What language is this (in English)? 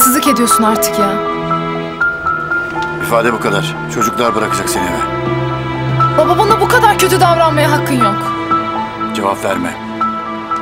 Turkish